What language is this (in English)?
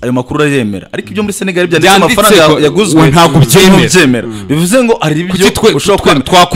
Kinyarwanda